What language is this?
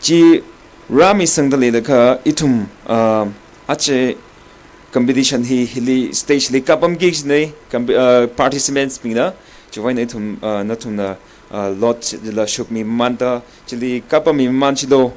Tangkhul Naga (India)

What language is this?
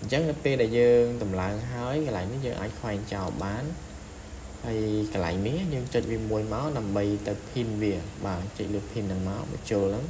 Khmer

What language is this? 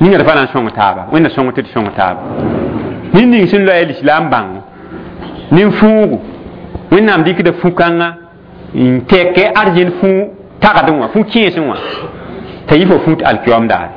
Mossi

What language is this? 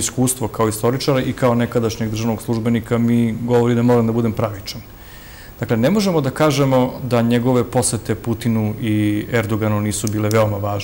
Serbian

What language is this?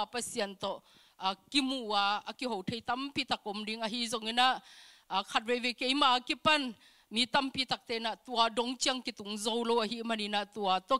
Tedim Chin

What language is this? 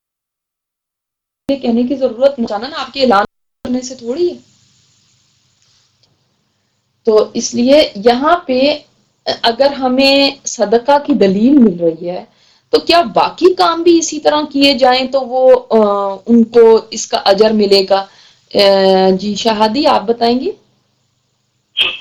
Urdu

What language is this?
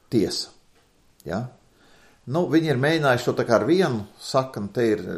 Latvian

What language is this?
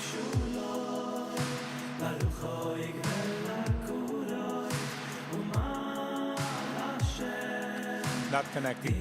Yiddish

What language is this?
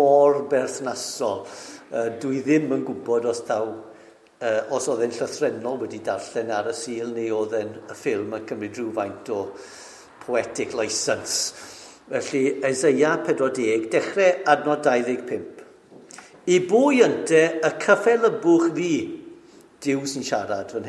Welsh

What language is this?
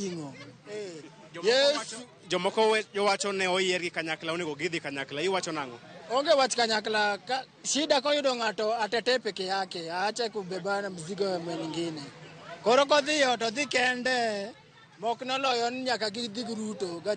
Luo (Kenya and Tanzania)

